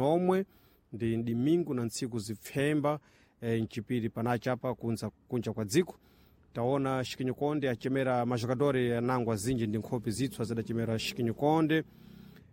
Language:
Sena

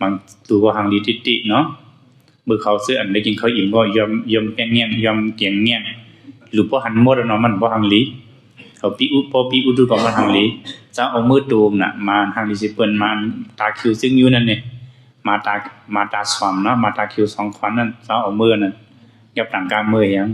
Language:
Shan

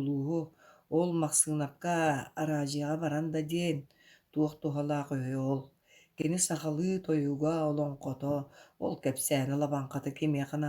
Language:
Yakut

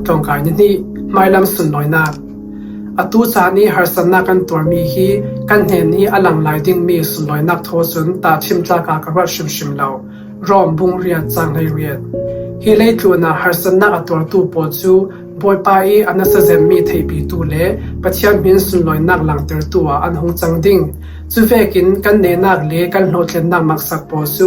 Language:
Falam Chin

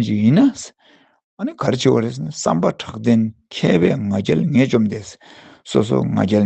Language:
Tibetan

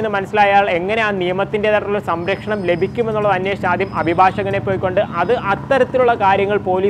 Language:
Malayalam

